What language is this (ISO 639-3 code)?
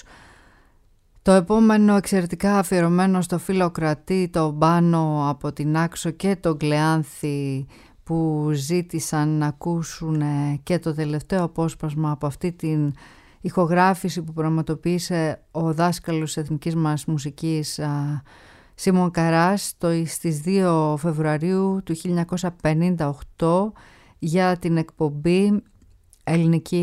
ell